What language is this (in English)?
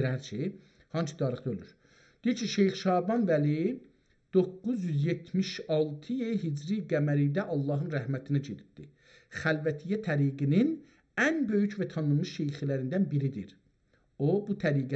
South Azerbaijani